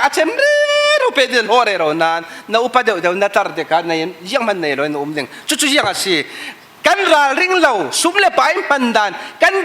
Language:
Falam Chin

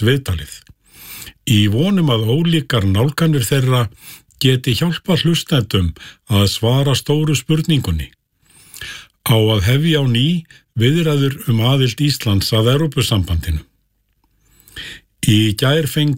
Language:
Icelandic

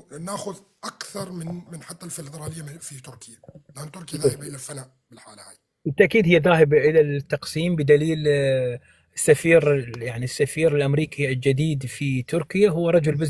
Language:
North Levantine Arabic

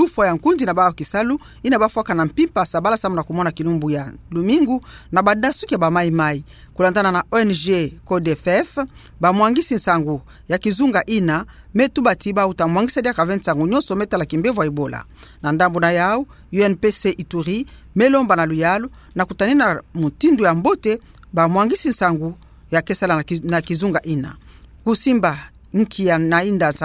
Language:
Kituba (Democratic Republic of Congo)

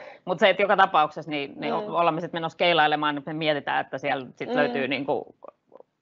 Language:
Finnish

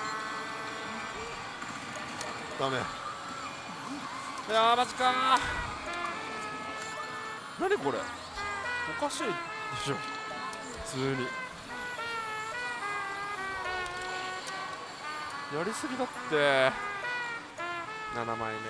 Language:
Japanese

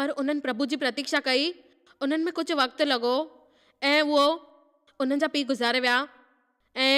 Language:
Sindhi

